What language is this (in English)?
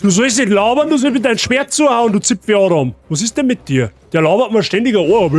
Bavarian